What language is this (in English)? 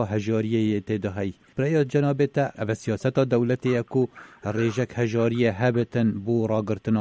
Kurdish